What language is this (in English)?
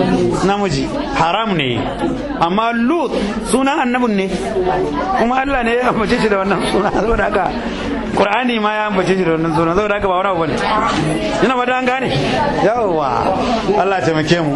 Hausa